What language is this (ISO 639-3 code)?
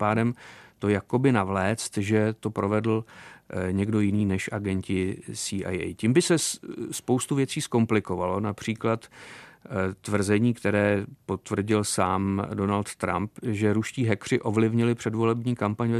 ces